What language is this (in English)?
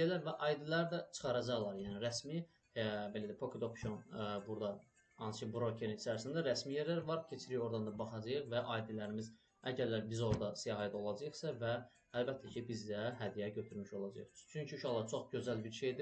Azerbaijani